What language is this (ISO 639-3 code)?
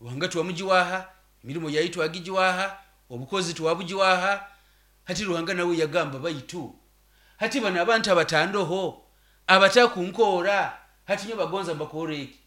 nyo